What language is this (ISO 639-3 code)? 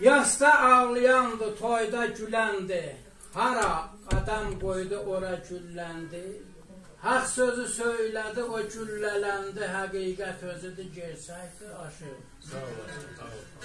azb